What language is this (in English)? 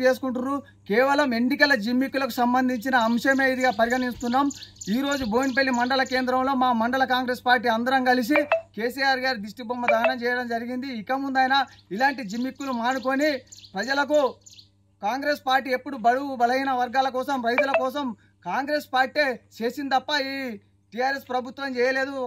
Telugu